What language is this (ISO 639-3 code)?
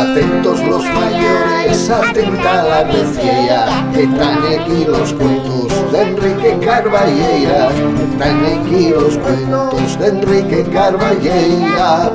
ast